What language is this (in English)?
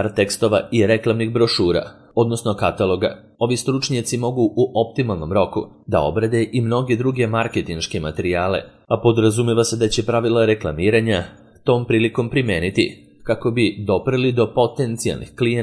Serbian